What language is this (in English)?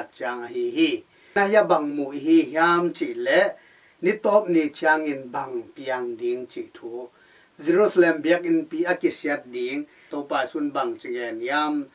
Tedim Chin